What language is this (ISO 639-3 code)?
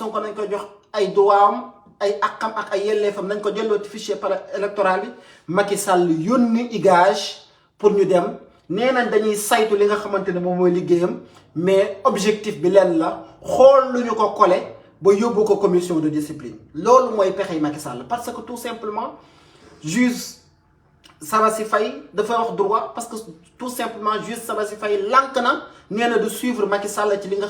wol